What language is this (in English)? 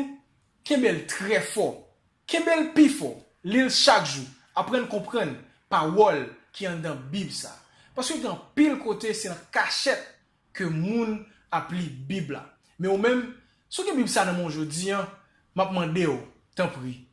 Haitian Creole